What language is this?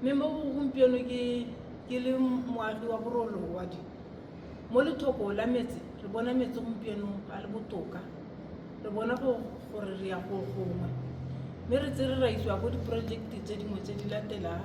Tswana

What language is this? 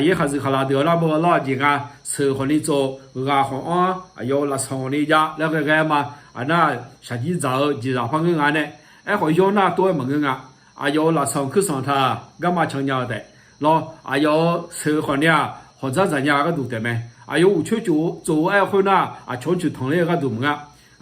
Akha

